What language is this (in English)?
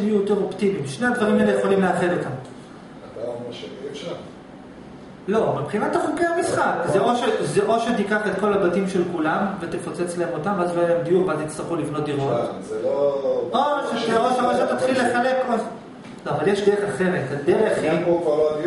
Hebrew